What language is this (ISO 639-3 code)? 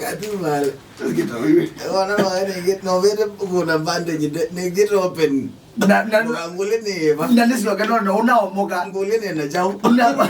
kam